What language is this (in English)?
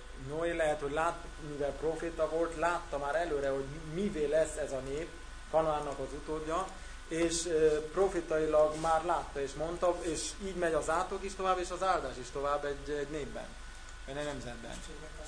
Hungarian